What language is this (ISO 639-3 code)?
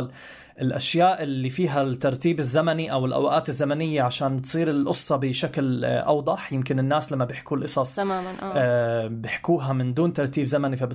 apc